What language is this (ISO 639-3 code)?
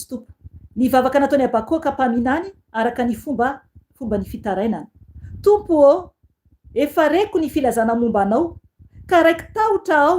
mlg